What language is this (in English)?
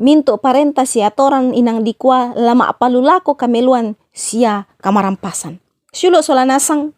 Toraja-Sa'dan